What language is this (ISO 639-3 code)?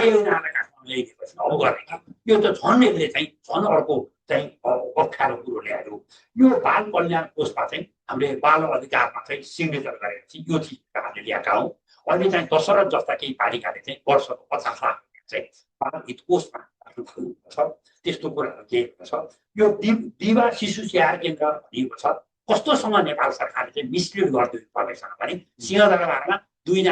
nep